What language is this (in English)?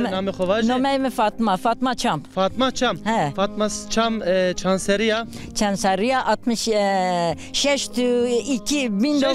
Zaza